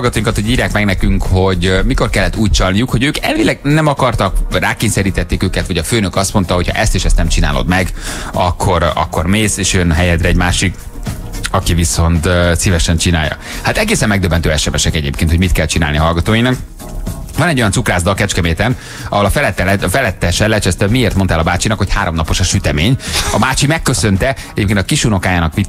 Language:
Hungarian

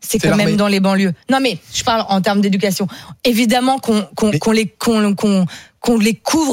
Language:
French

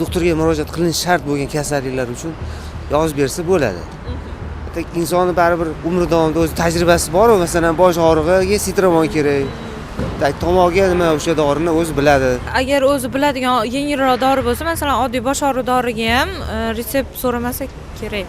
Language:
Uzbek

